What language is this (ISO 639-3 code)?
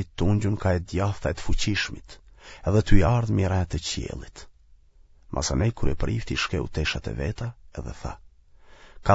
sqi